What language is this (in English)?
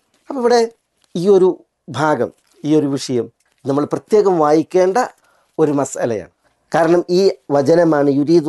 Malayalam